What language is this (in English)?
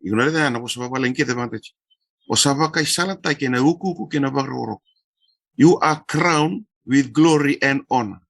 Fijian